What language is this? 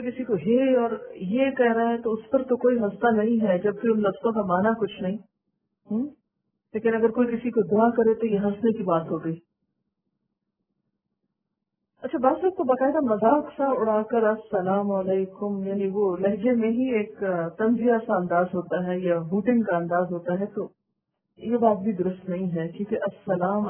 Urdu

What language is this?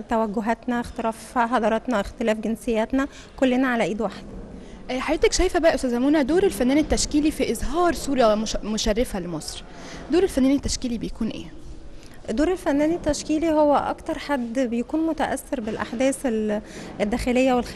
Egyptian Arabic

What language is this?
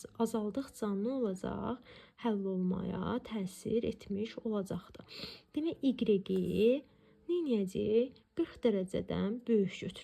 Azerbaijani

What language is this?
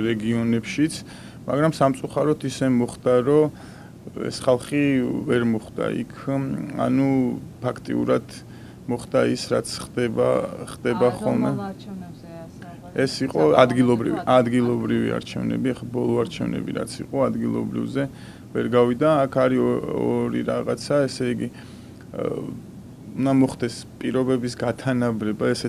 Georgian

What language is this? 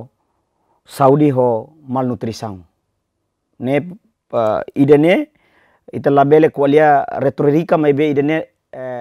Tetum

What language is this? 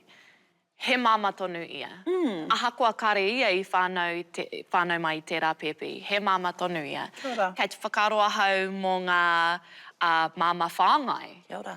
Māori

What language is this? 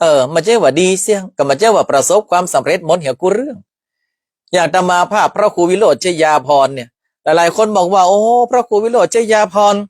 Northern Thai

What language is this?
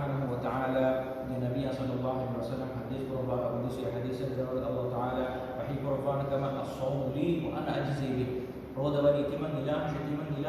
Divehi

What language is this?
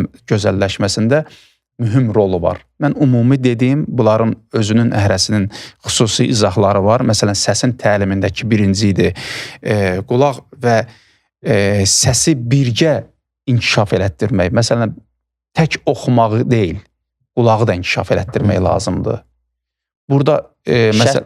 Azerbaijani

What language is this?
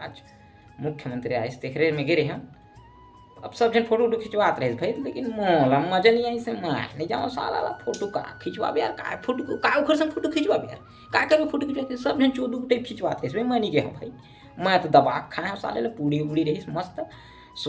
Chhattisgarhi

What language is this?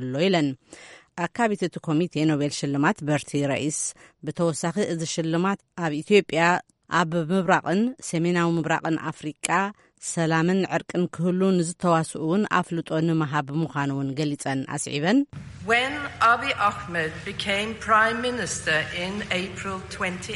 Tigrinya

